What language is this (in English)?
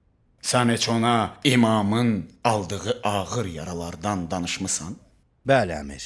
Azerbaijani